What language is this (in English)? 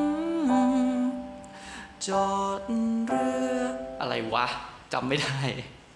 Thai